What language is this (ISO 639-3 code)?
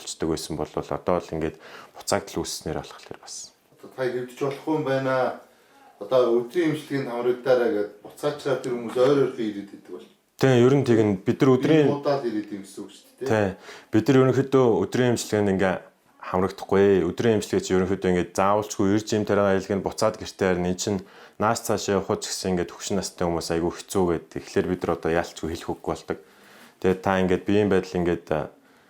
mon